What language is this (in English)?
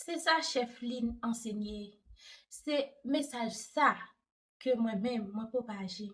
Haitian Creole